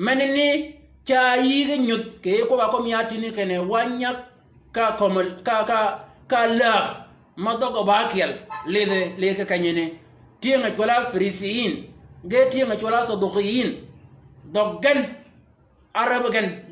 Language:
Shilluk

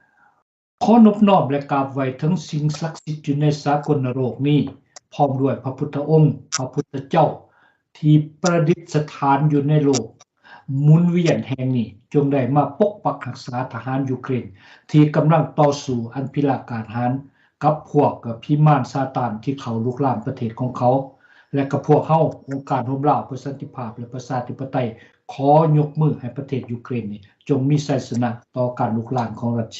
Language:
Lao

